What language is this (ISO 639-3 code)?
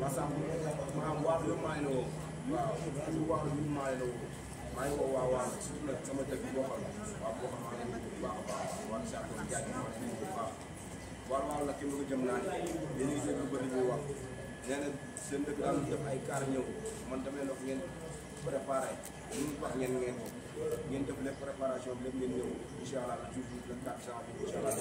wol